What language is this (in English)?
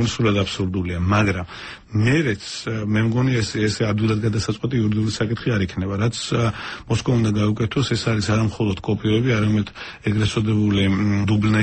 Georgian